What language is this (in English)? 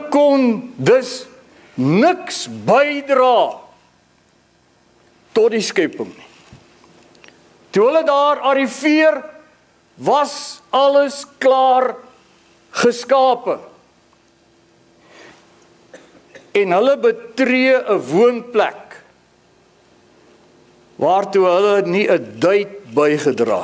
Afrikaans